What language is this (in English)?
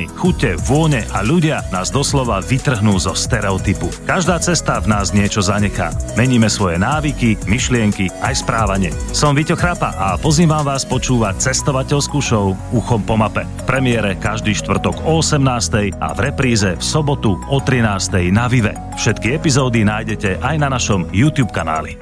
Slovak